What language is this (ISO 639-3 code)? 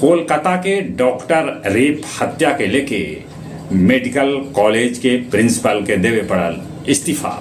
mag